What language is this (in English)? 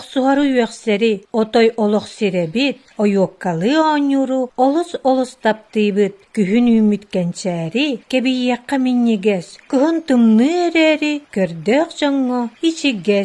Yakut